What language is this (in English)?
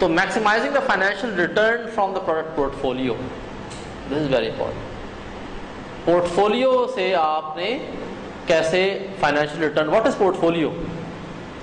Urdu